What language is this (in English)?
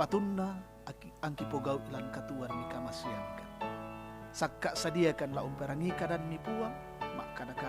Toraja-Sa'dan